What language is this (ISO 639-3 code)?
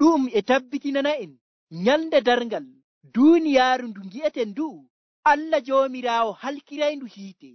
fuv